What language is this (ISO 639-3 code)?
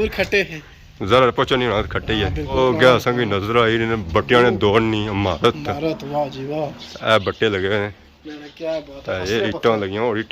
phr